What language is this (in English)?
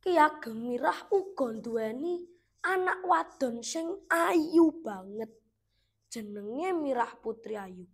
Javanese